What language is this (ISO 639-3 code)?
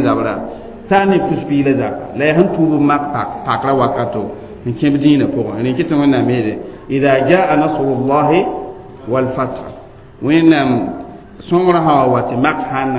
mos